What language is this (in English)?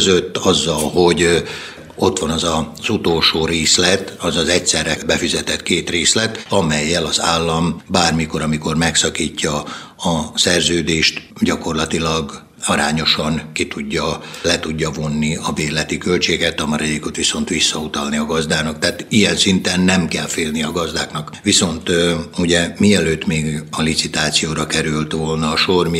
Hungarian